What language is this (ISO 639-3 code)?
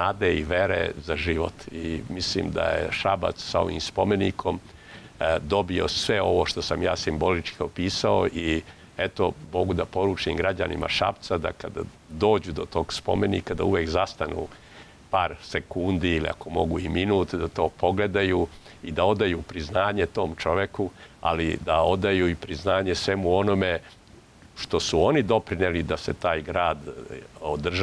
srp